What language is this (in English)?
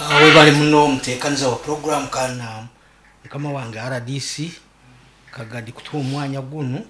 Nyankole